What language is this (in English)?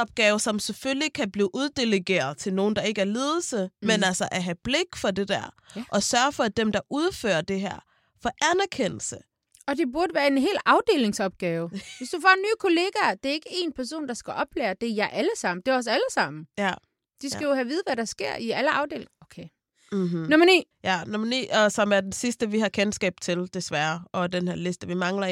Danish